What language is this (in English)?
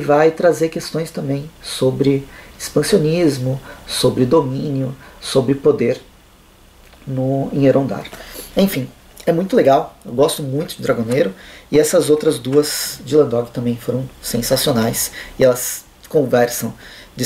Portuguese